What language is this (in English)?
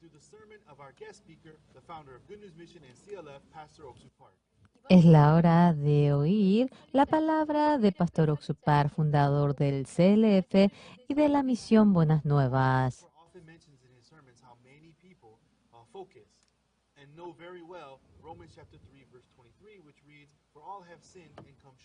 Aymara